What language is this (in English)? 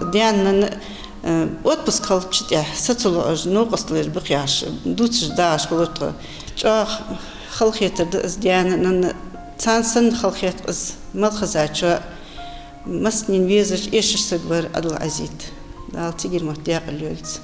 Ingush